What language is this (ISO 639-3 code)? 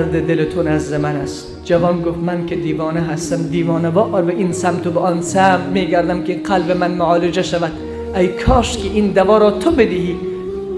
fas